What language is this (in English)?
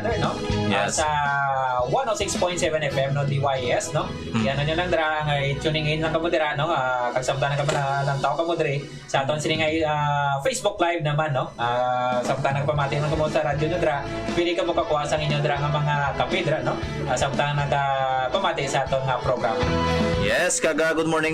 Hiligaynon